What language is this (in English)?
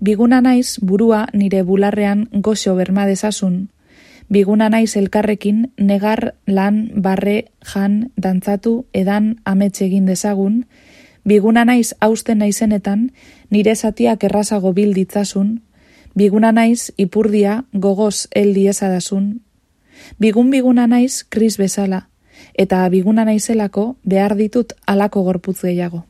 Basque